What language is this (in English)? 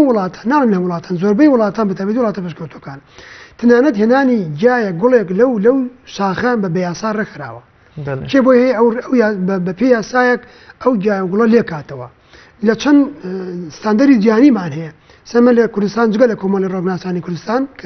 Central Kurdish